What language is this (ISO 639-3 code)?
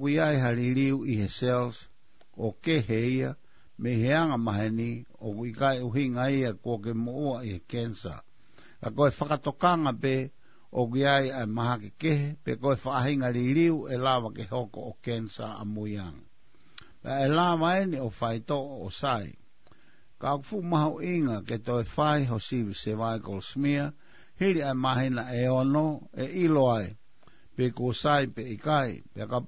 ton